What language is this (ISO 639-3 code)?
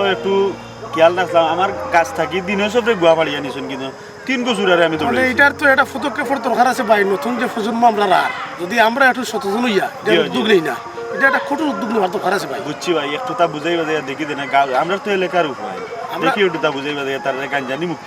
syl